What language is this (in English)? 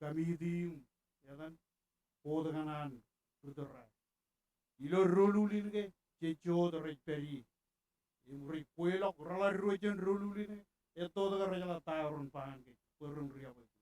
Marshallese